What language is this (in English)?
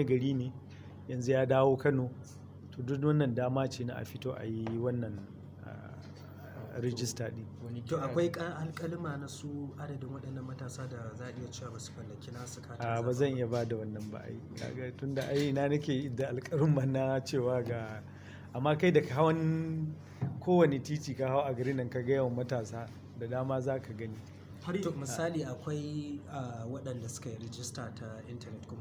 Hausa